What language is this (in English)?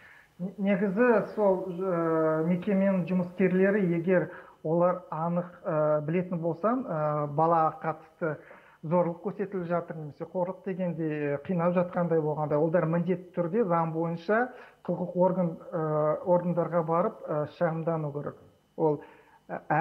Kazakh